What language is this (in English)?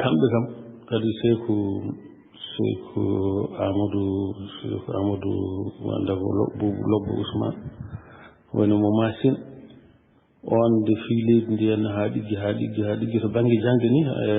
Fula